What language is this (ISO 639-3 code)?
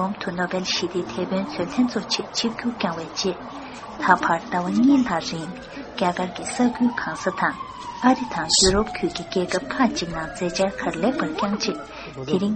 bod